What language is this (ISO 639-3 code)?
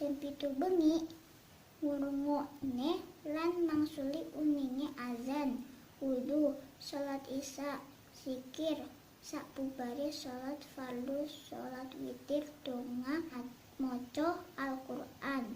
jav